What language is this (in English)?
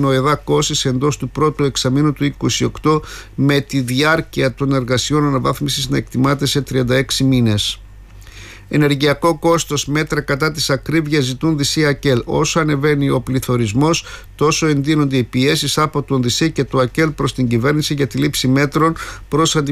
Greek